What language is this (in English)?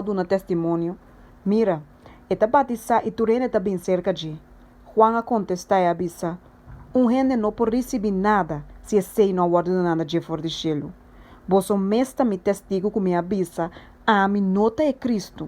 Papiamento